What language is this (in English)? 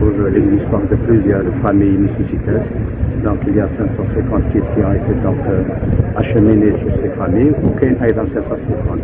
Kabyle